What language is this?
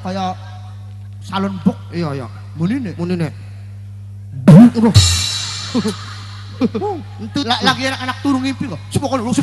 Javanese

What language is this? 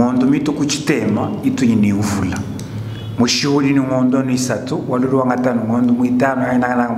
Luba-Lulua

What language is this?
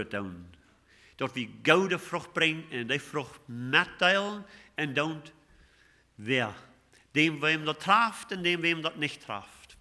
Plautdietsch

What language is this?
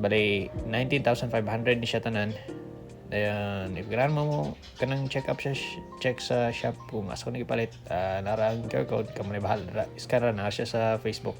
Cebuano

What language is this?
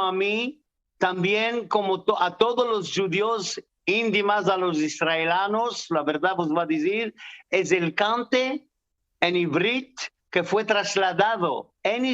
Ladino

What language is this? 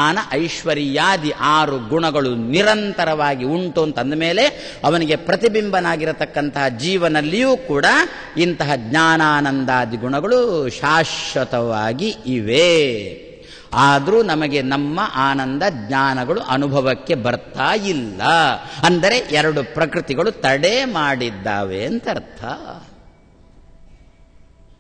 Kannada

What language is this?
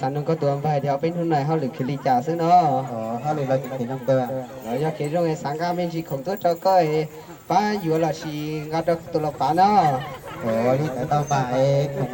Hmong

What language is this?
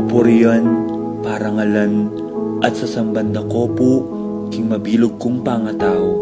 Pampanga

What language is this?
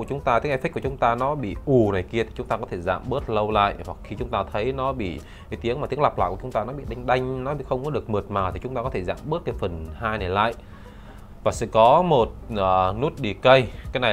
Vietnamese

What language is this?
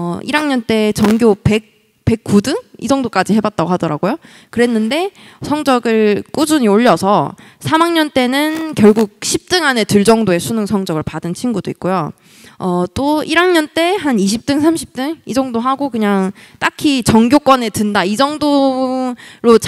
Korean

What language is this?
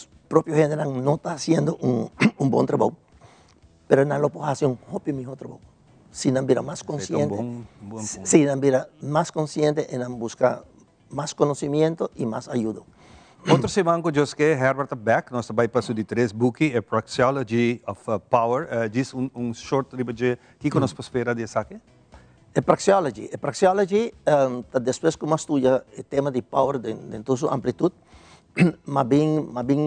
Papiamento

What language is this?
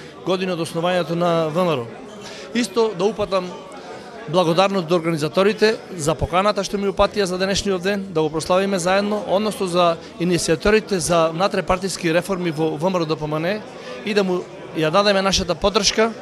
Macedonian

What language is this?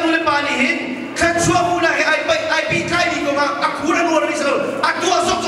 Hakha Chin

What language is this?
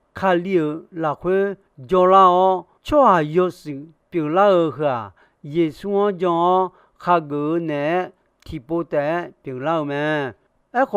Akha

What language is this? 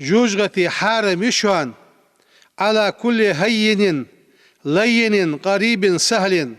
Ingush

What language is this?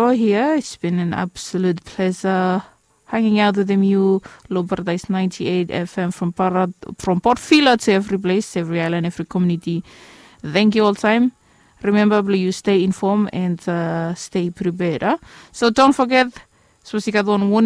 Bislama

